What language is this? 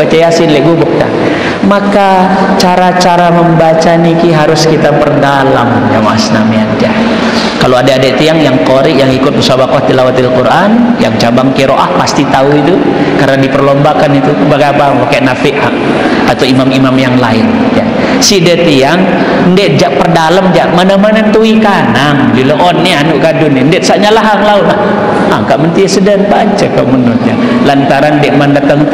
Sasak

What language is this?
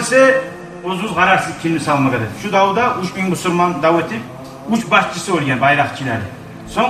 Kumyk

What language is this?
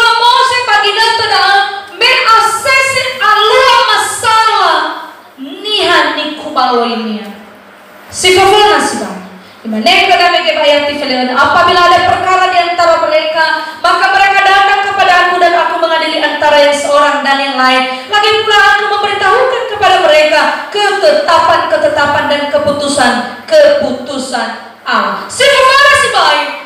Nias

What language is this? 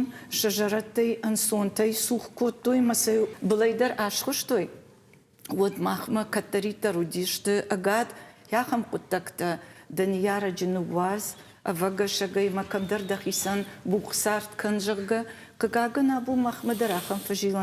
Ossetic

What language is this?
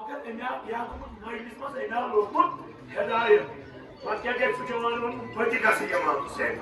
Kashmiri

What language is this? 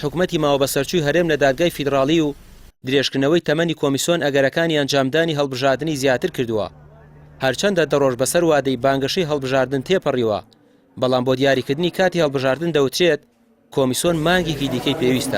Central Kurdish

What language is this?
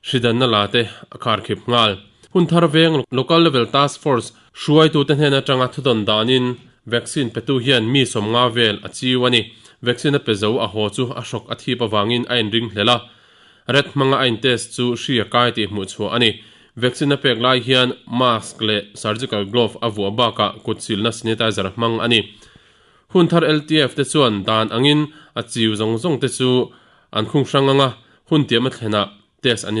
Mizo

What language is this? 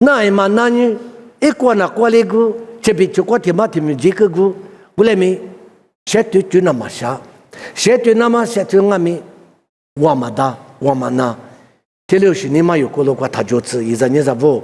Lisu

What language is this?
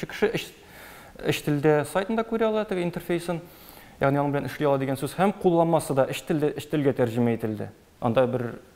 Tatar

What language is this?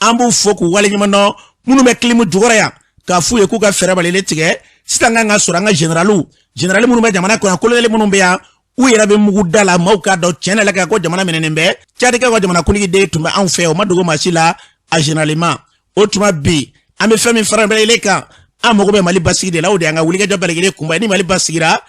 Bambara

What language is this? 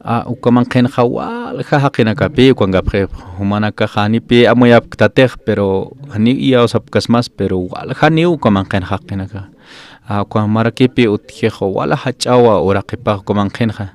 Aymara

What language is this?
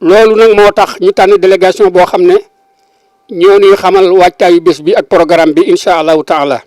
Wolof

